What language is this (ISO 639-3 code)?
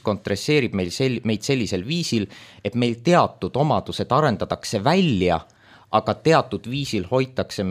est